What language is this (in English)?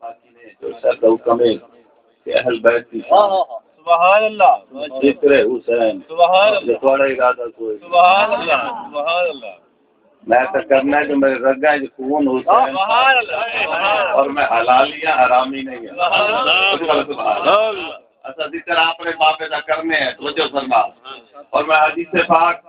Saraiki